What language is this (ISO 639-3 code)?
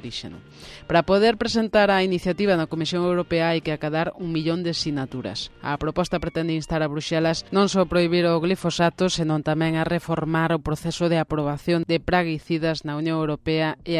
glg